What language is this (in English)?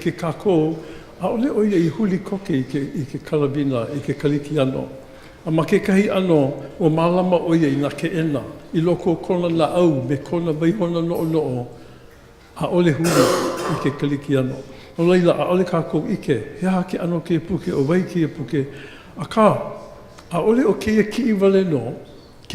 Hawaiian